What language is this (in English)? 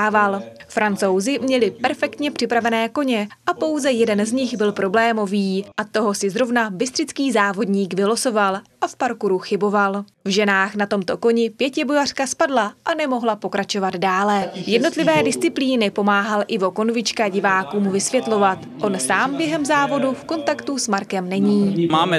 Czech